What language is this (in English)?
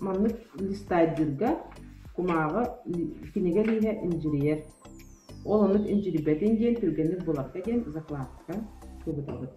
Yakut